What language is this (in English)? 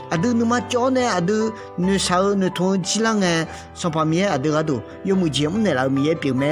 Akha